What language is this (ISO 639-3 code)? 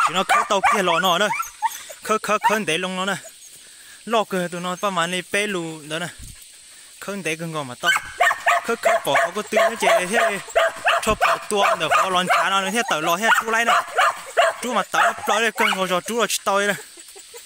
hmn